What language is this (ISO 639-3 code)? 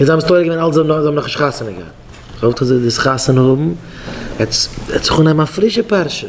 yid